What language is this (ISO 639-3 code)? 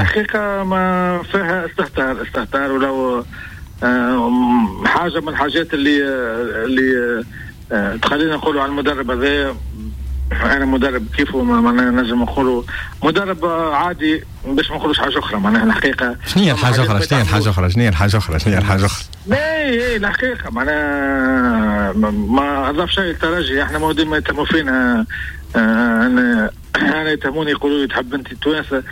aeb